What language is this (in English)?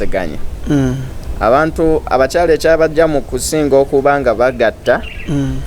Ganda